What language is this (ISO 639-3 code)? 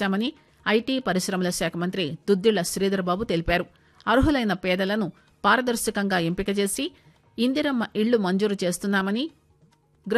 tel